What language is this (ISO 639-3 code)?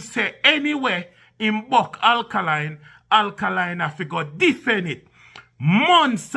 jam